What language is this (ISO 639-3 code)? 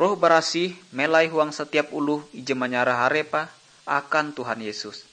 nij